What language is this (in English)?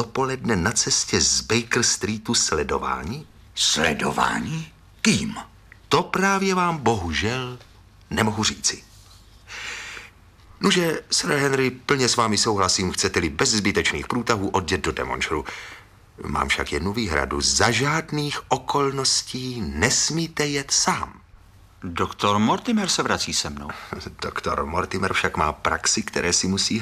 Czech